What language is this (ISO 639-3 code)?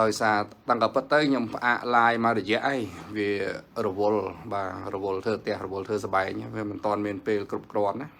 khm